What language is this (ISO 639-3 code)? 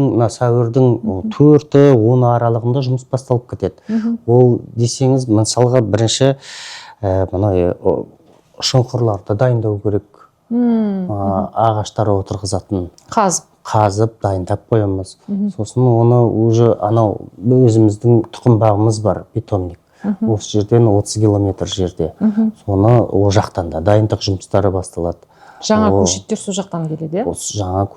kaz